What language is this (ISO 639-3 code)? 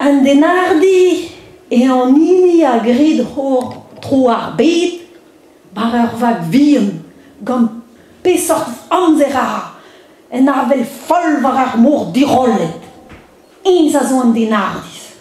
bre